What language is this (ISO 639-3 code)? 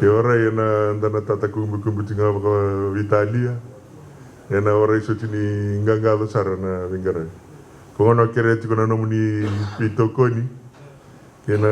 fij